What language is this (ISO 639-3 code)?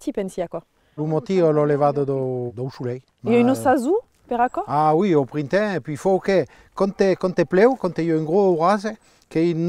oci